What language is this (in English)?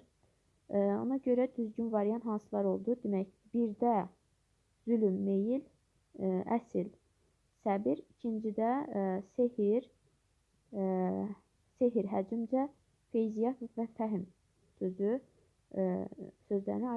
Azerbaijani